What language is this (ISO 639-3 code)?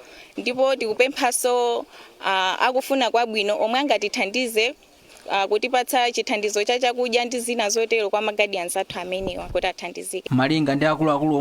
nya